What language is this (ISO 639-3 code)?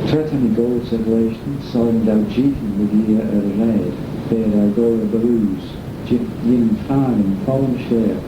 glv